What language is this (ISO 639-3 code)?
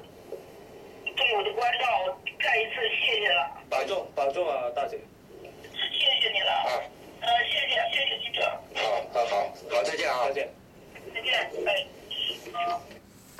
zho